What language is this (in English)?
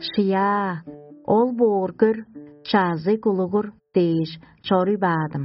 Tuvinian